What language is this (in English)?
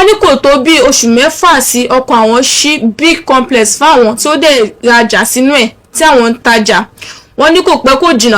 Yoruba